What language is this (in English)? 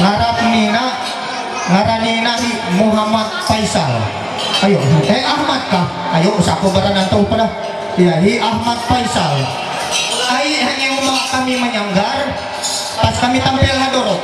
Ma'anyan